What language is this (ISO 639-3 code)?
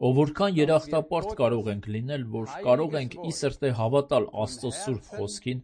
hye